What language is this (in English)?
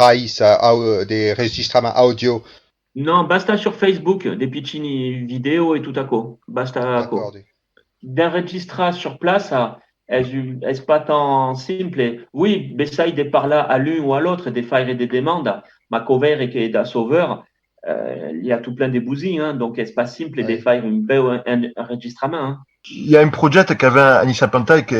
Occitan